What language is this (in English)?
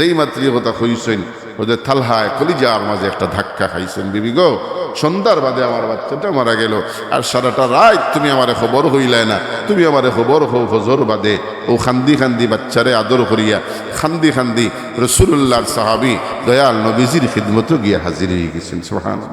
Sylheti